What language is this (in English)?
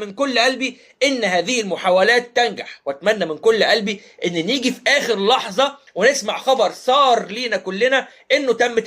Egyptian Arabic